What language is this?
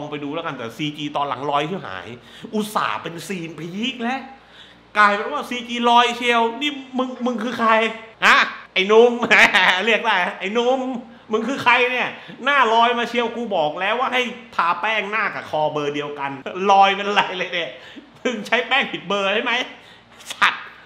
Thai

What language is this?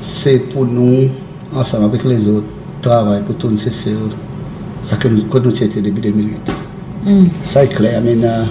Seselwa Creole French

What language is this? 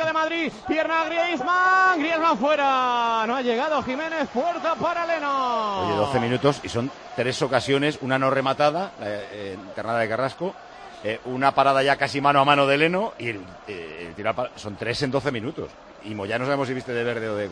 Spanish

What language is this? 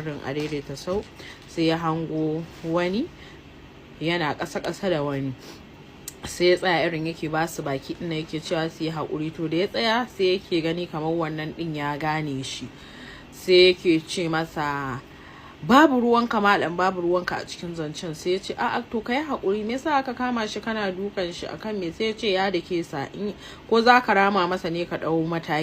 Hausa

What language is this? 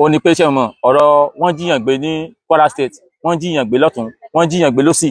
Yoruba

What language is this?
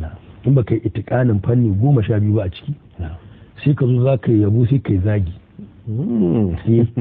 Hausa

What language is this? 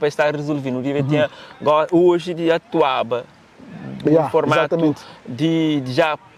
Kabuverdianu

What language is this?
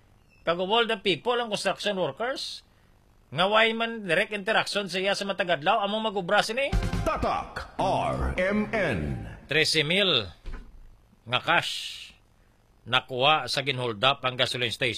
Hiligaynon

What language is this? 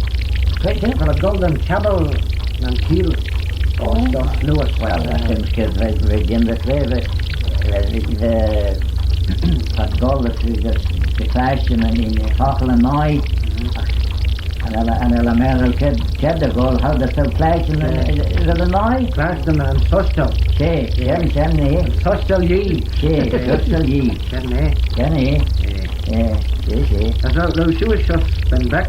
Manx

